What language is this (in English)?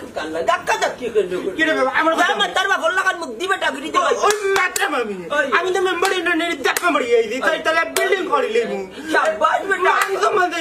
Sylheti